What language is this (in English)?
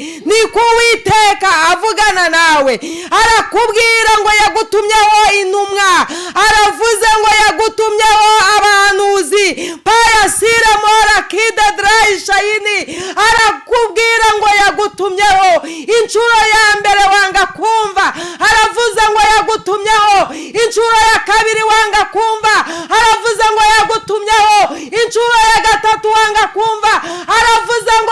Kinyarwanda